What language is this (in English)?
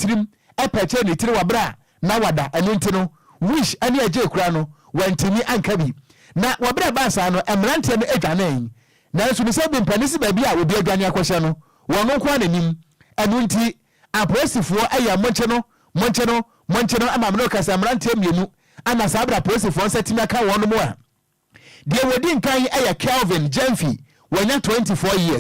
Akan